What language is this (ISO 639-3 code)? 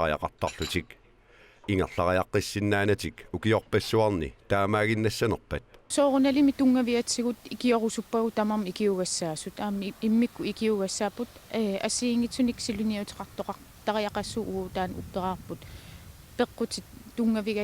kal